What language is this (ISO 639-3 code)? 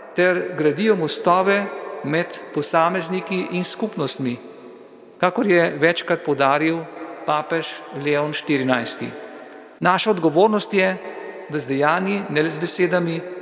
slv